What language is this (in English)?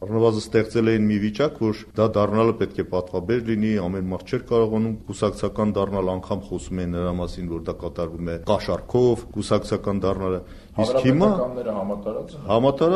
Armenian